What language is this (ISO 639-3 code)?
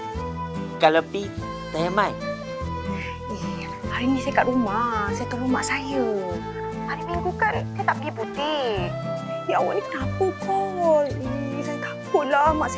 msa